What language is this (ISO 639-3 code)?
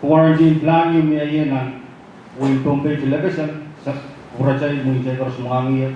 pon